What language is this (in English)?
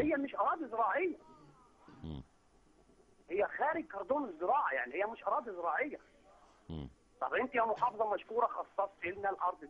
Egyptian Arabic